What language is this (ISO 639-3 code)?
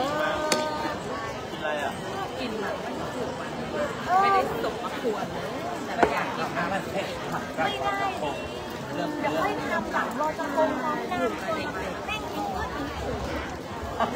tha